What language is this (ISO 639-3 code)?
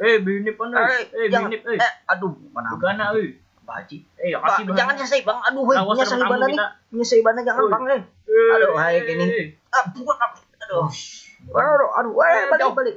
bjn